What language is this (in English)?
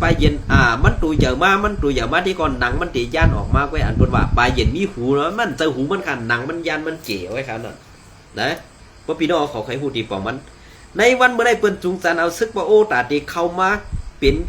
Shan